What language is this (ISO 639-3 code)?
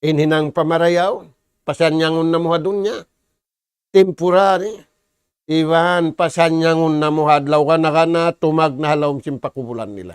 tsg